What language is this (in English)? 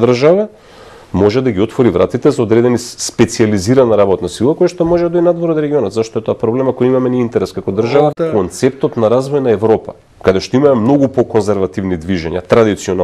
Macedonian